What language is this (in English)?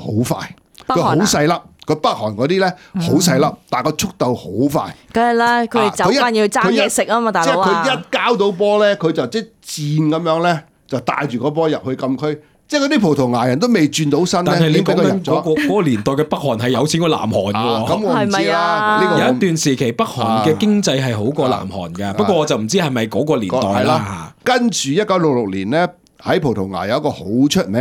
Cantonese